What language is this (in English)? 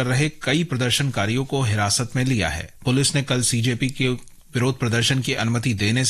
Hindi